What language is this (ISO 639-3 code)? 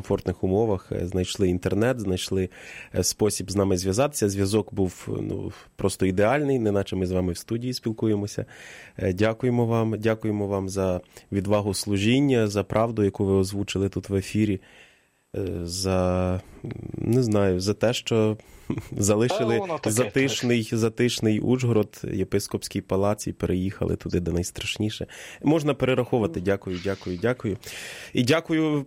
ukr